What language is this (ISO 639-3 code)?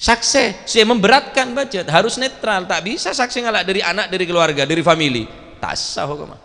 mad